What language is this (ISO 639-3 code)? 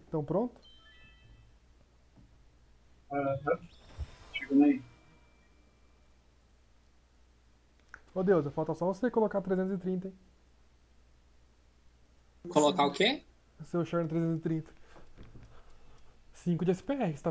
por